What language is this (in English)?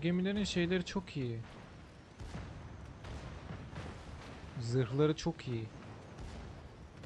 Turkish